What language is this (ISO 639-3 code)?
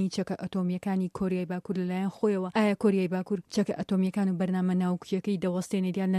ckb